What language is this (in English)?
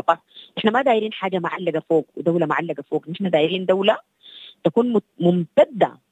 Sudanese Arabic